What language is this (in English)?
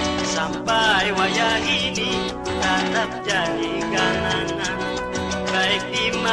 Banjar